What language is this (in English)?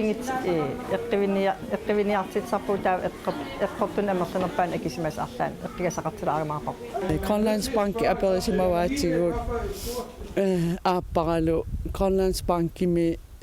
Kalaallisut